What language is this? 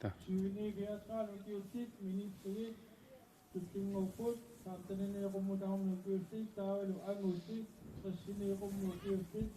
Kalaallisut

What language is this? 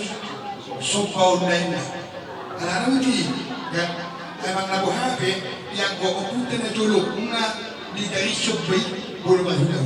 Batak Toba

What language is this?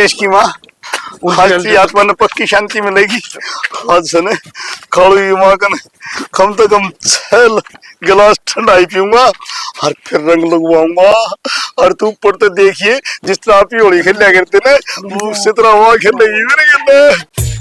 Haryanvi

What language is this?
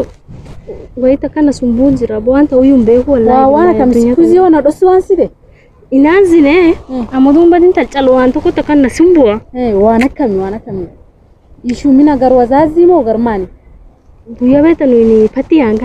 Oromo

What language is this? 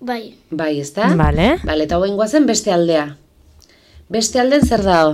Basque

